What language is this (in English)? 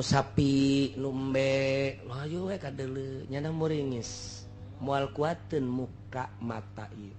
Sundanese